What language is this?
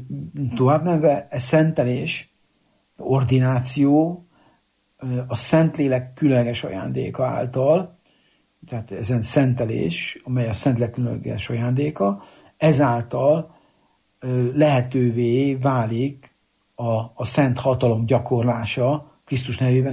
Hungarian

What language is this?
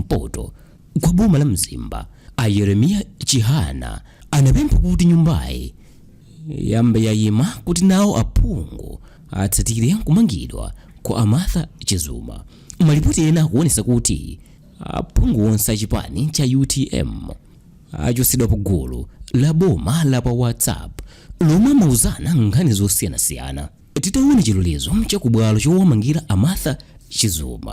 Nyanja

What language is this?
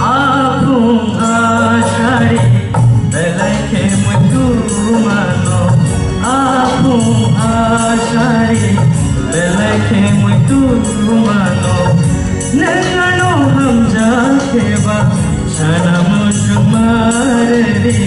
Kok Borok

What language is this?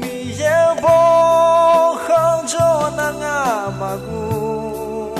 Akha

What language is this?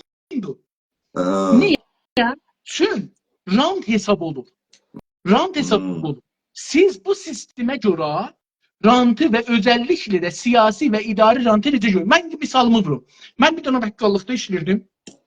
South Azerbaijani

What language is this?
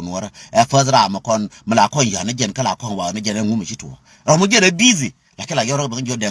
Nuer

